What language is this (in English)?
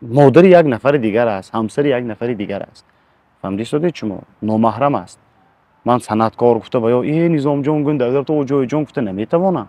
Tajik